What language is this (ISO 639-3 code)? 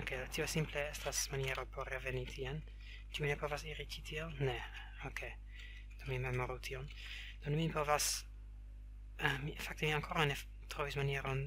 epo